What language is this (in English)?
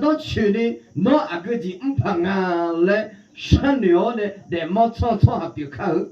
Akha